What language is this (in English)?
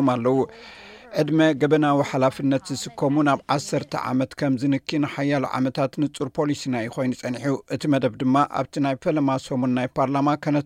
Tigrinya